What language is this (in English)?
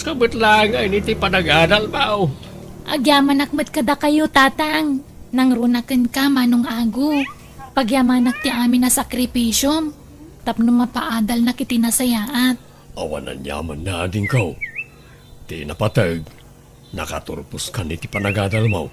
Iloko